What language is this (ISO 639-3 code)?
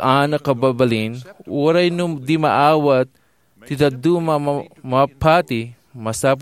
ilo